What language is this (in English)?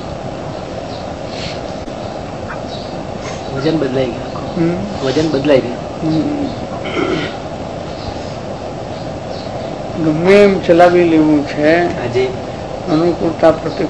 Gujarati